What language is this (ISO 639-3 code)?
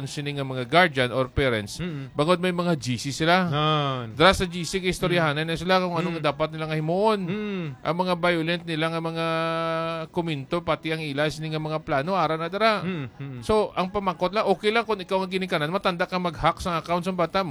hil